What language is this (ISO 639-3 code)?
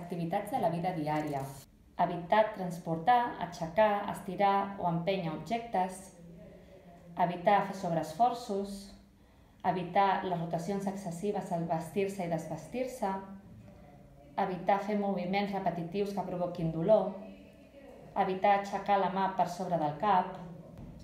cat